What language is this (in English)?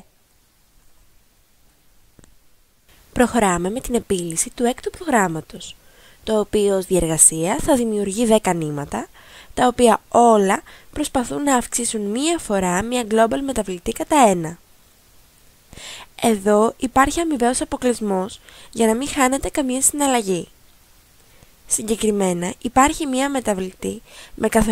Greek